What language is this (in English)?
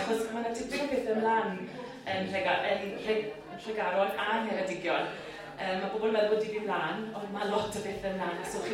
Welsh